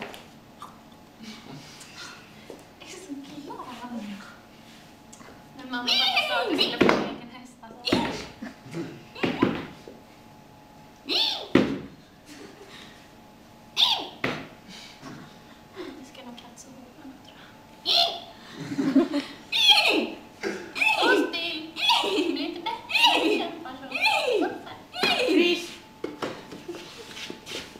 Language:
Swedish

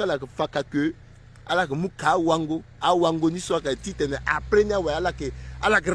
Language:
Sango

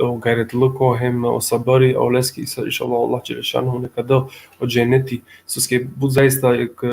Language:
Balkan Romani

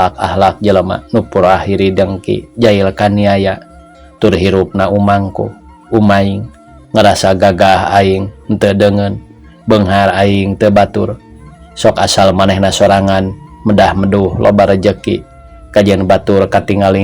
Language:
Sundanese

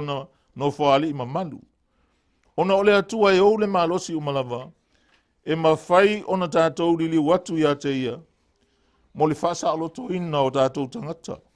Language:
Samoan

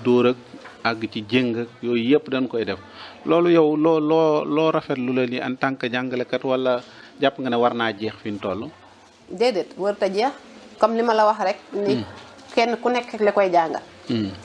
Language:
Wolof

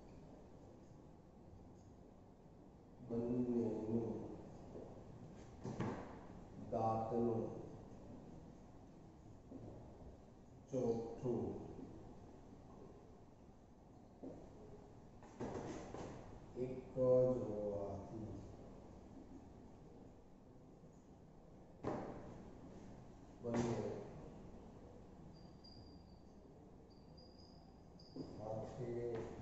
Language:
Gujarati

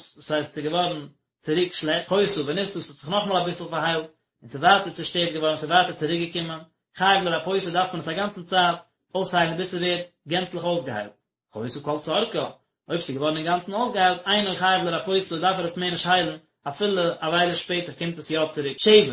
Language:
Yiddish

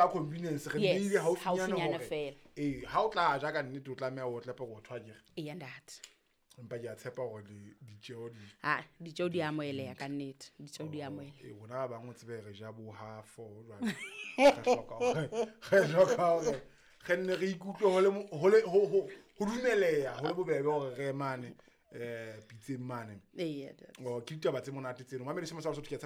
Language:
Southern Sotho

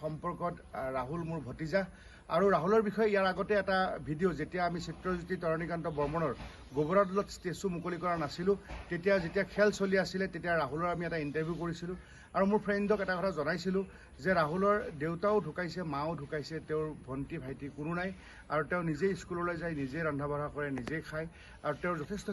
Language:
Assamese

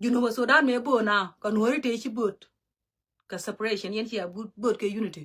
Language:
Nuer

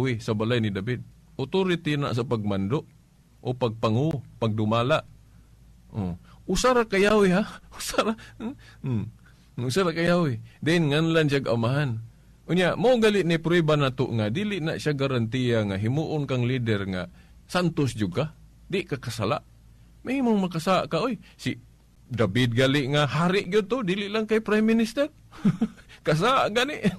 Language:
Cebuano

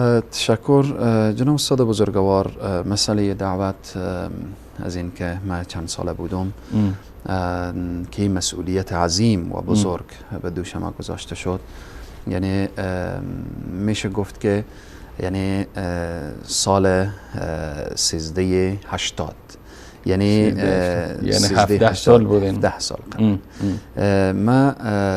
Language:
Persian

